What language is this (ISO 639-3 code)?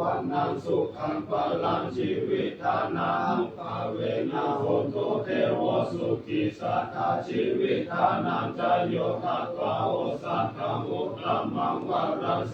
pli